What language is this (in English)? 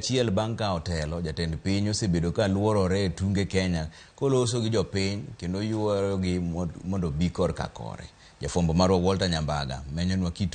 Luo (Kenya and Tanzania)